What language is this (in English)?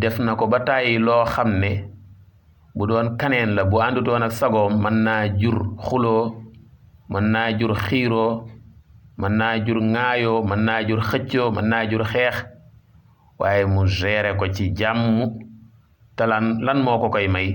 Wolof